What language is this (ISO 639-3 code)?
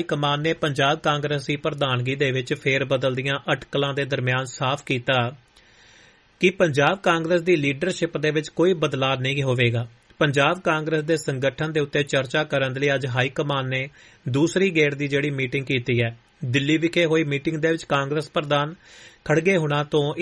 pan